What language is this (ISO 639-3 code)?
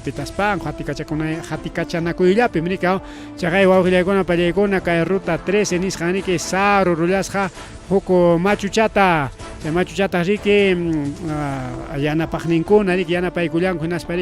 quy